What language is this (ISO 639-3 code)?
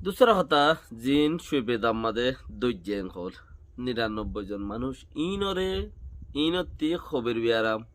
rhg